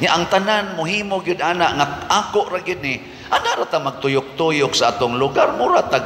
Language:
Cebuano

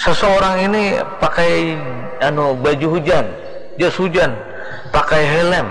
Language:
Banjar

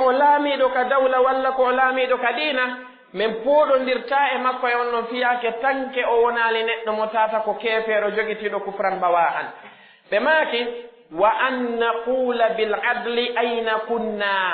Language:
Pular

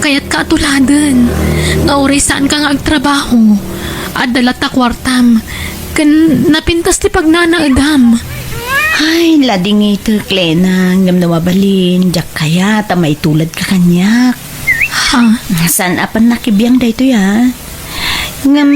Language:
Iloko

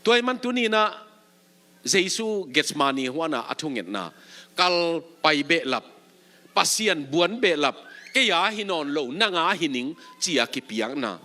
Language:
Tedim Chin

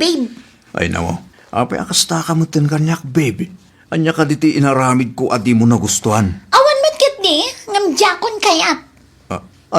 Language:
Iloko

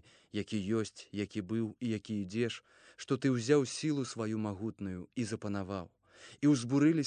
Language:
Belarusian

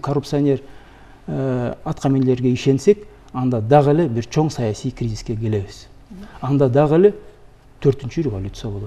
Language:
Kyrgyz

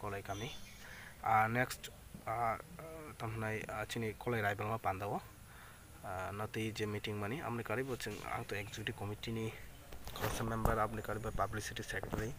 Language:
Kok Borok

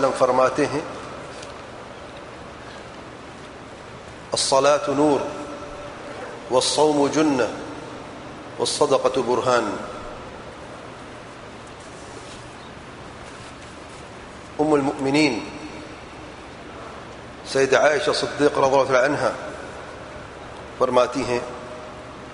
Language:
Urdu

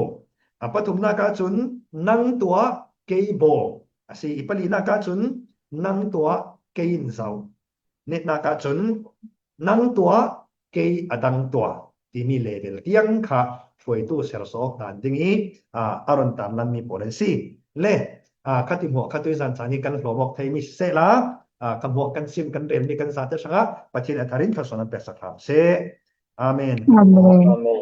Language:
Falam Chin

